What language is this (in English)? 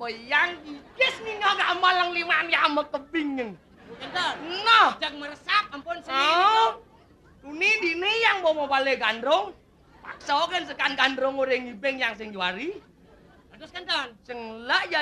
Balinese